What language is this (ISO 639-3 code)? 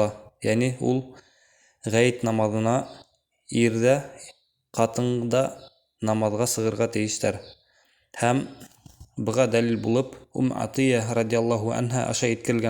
bak